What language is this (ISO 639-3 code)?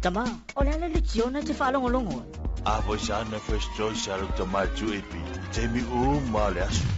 smo